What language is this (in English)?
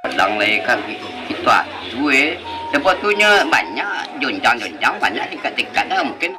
Minangkabau